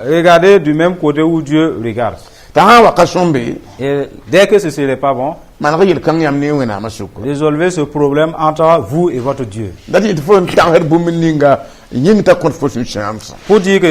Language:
Mossi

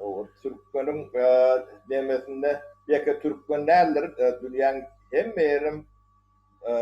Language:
Turkmen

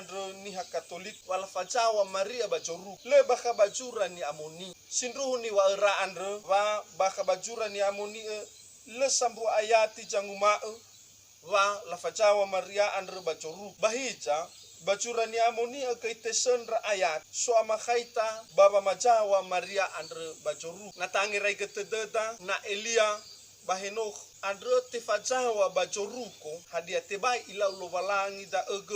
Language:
Nias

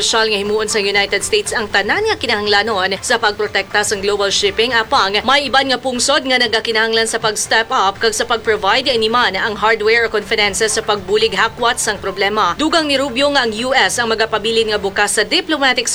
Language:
Hiligaynon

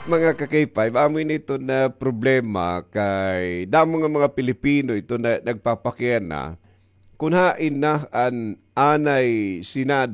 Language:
Waray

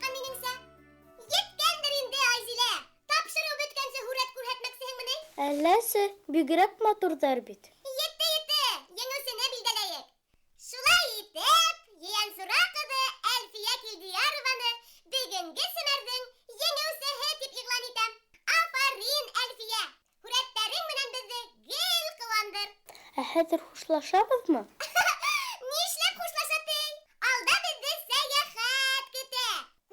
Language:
Bashkir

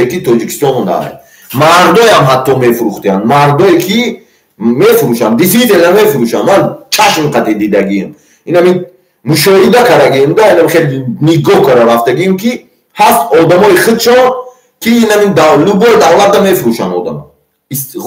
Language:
Tajik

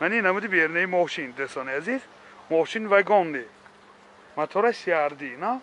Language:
Tajik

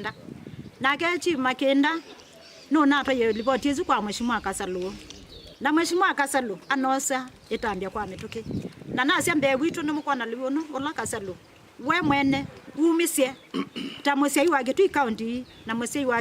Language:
Kamba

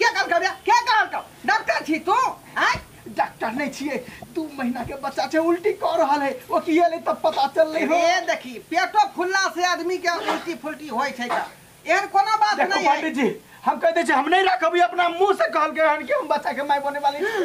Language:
Maithili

